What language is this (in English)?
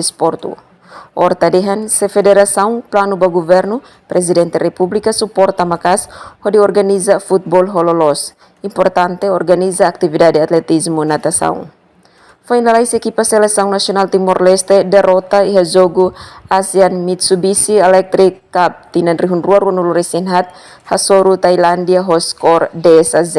Tetum